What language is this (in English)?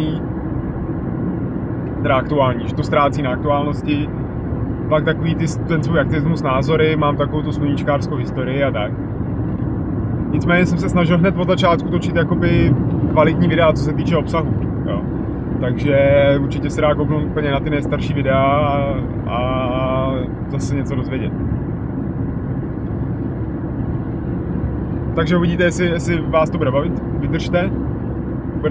Czech